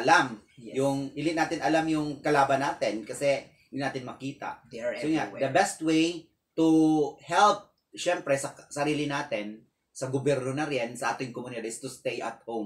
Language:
Filipino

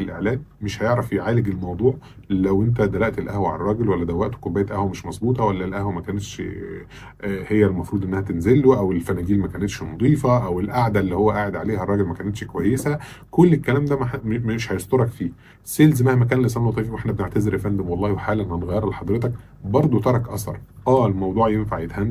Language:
Egyptian Arabic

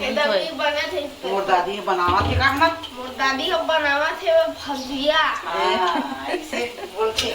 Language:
Chhattisgarhi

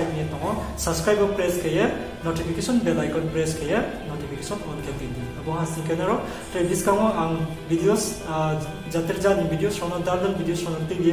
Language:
Riang (India)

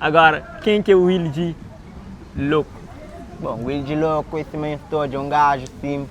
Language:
Kabuverdianu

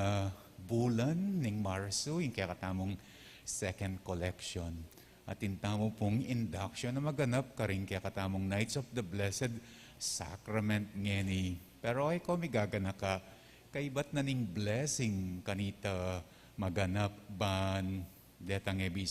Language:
Pampanga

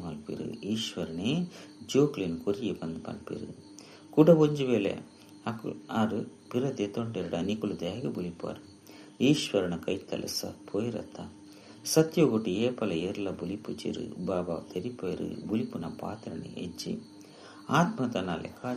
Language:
Tulu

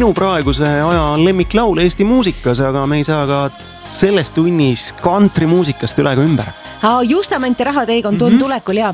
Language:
Estonian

